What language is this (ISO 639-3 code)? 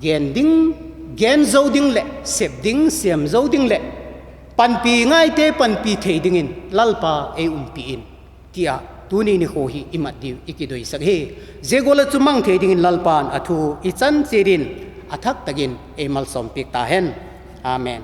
vap